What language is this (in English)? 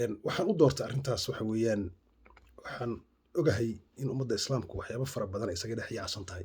Somali